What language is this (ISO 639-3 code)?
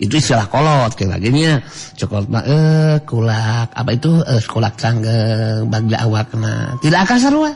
sun